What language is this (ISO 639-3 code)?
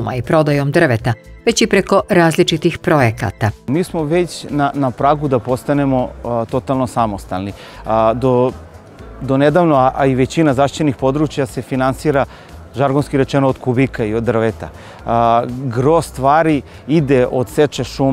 srp